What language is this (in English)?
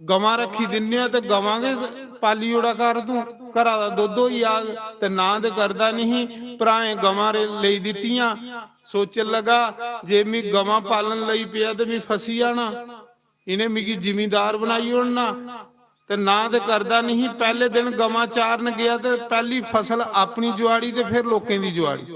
Dogri